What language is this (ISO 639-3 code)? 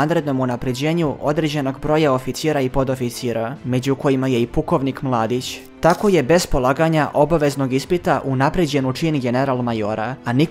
srp